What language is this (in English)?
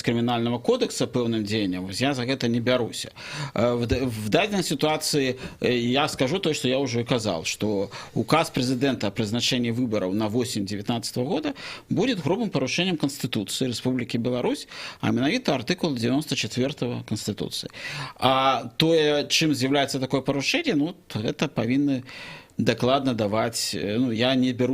Belarusian